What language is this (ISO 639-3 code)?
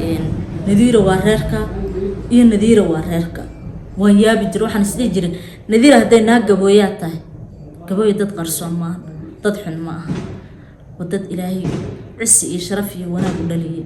som